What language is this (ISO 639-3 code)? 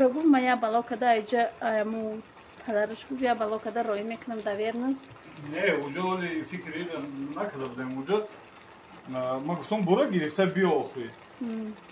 tgk